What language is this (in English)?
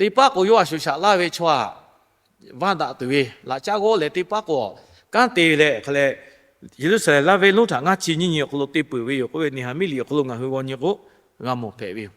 Lahu